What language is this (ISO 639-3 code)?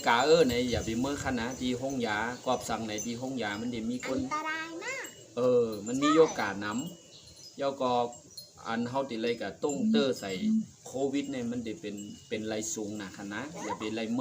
shn